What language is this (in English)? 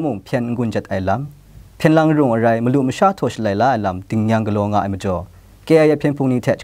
Kachin